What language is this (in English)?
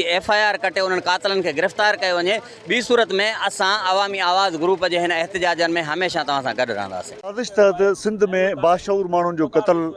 Sindhi